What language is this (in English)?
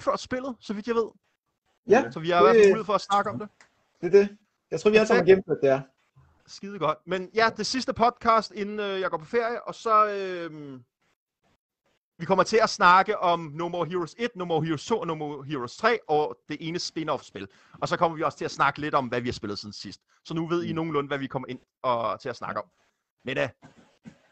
Danish